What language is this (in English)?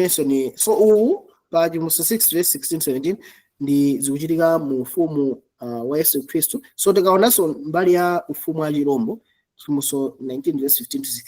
Nyanja